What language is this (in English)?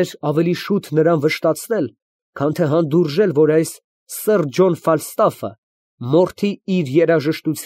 Armenian